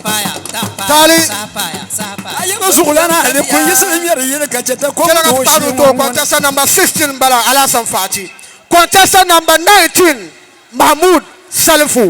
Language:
Dagbani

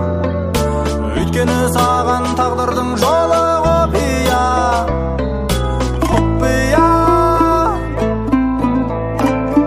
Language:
Kazakh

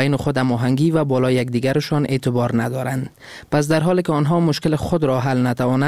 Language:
Persian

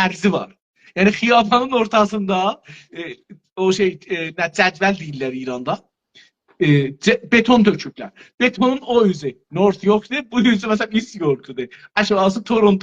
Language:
South Azerbaijani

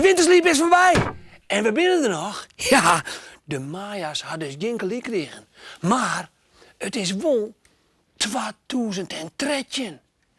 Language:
Western Frisian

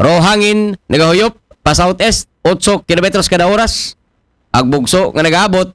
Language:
Aklanon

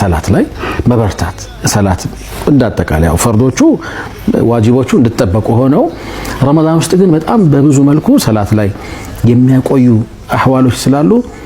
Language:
Amharic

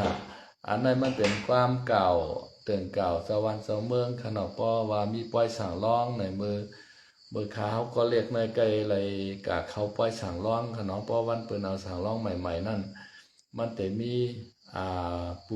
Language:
Shan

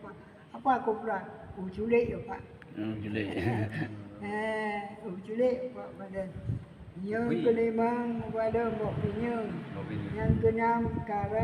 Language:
Achinese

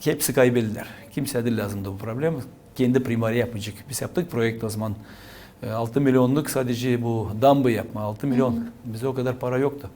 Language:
Gagauz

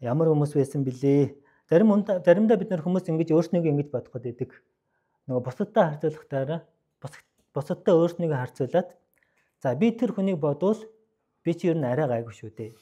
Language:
Mongolian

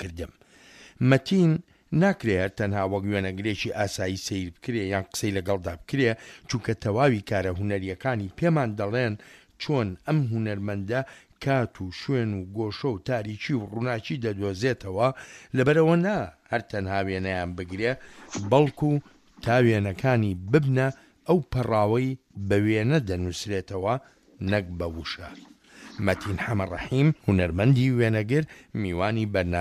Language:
Central Kurdish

